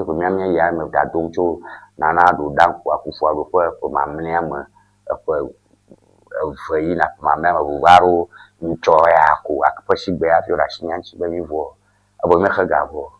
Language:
Ewe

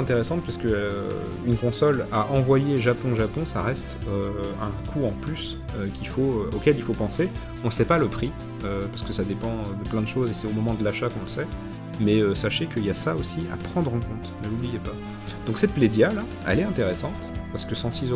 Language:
French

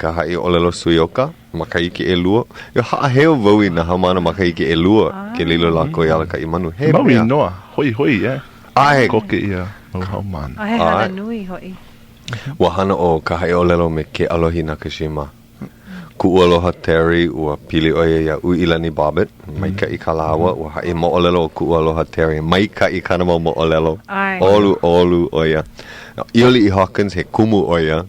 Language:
Hawaiian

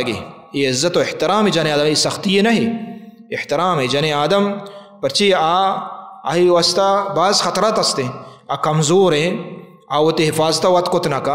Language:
Baluchi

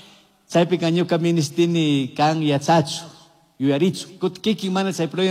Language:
Chimborazo Highland Quichua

